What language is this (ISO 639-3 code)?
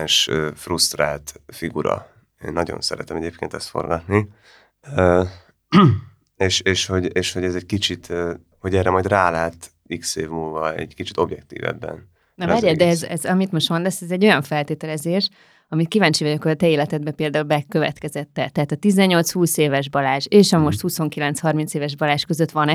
hun